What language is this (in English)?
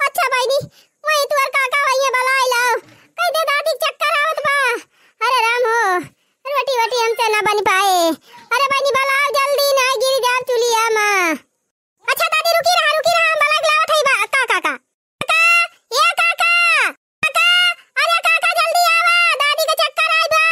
Awadhi